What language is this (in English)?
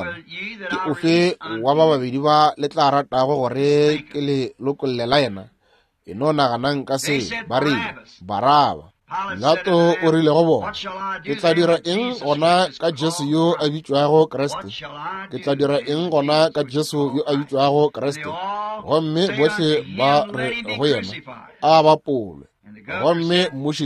Northern Sotho